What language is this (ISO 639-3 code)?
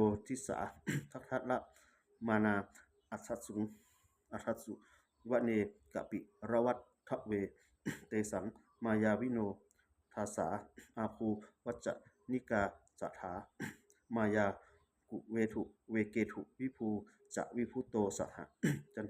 pli